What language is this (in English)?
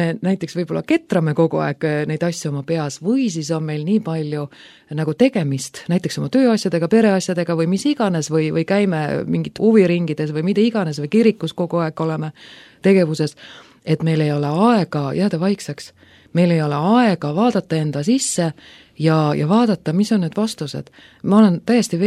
Estonian